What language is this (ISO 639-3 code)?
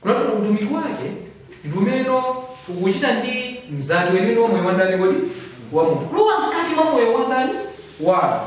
nya